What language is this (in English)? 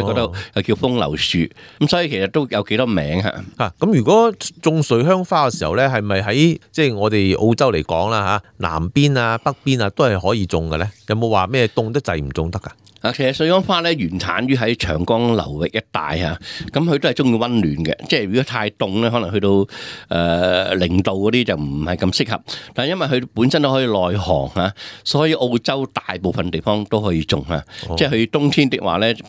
Cantonese